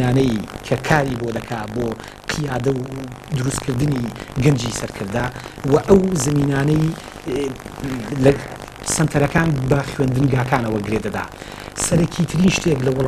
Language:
Central Kurdish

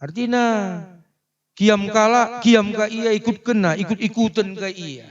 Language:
Batak Karo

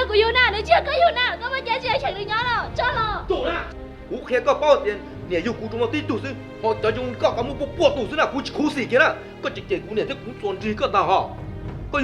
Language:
Hmong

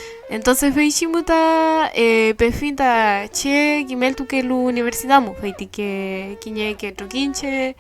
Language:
Mapuche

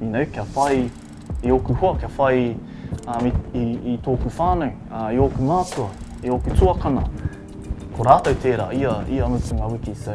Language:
Māori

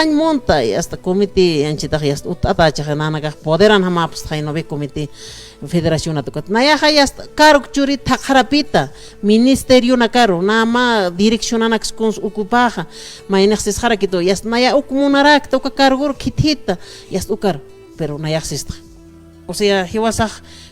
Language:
Aymara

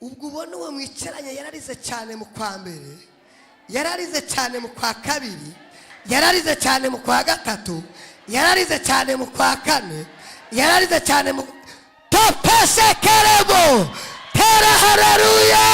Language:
Rundi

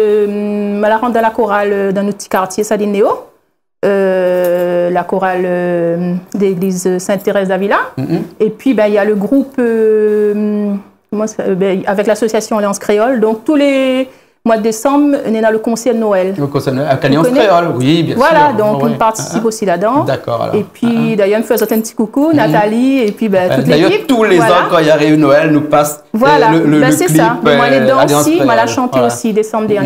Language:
Réunion Creole French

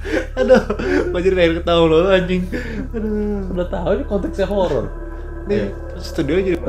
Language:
Indonesian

